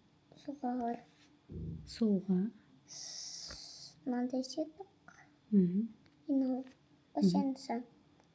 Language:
Kazakh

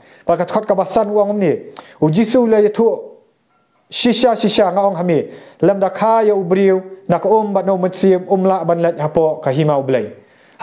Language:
Khasi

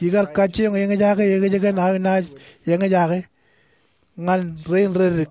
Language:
Marshallese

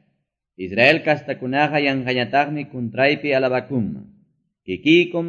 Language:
Quechua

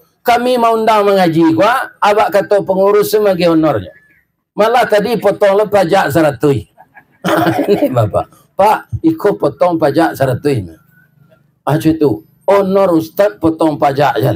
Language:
Minangkabau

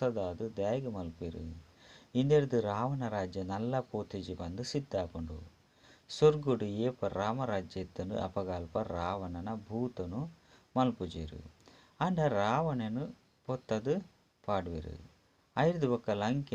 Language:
Tulu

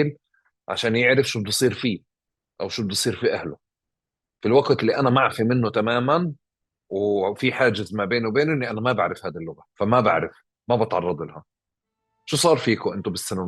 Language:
North Levantine Arabic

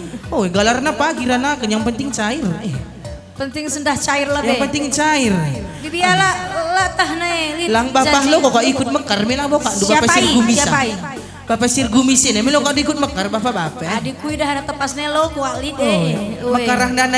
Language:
Batak Karo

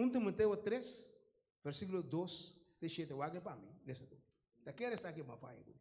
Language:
Papiamento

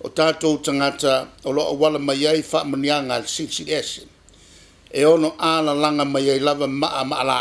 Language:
Samoan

